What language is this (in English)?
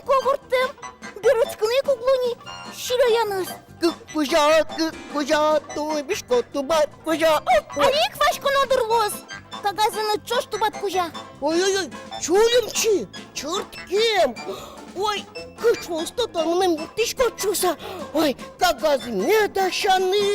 Udmurt